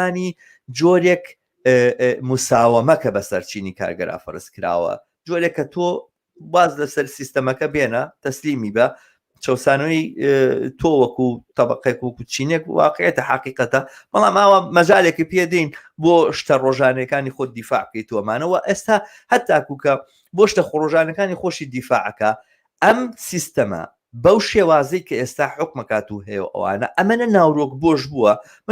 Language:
Central Kurdish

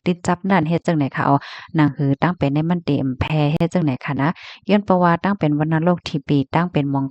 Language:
Shan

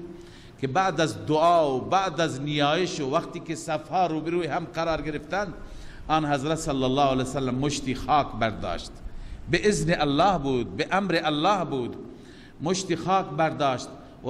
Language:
Persian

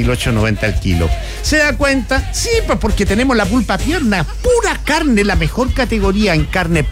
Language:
Spanish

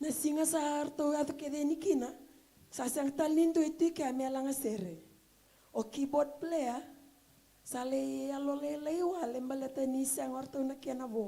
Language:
Fijian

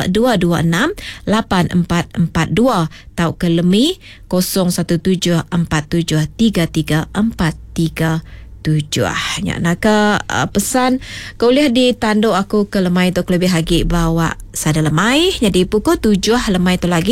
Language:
Iban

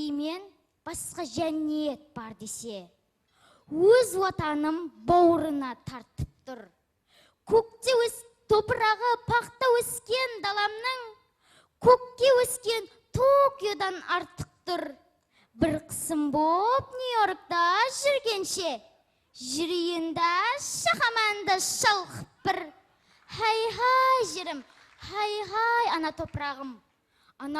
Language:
Kara-Kalpak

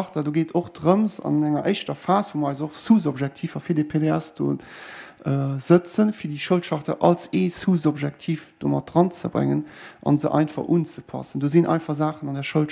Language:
Luxembourgish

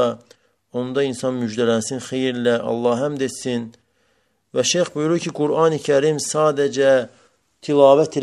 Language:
Azerbaijani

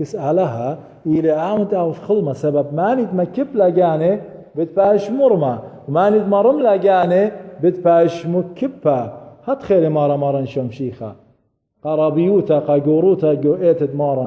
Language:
Assyrian Neo-Aramaic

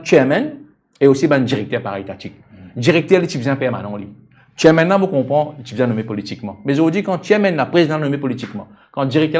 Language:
Morisyen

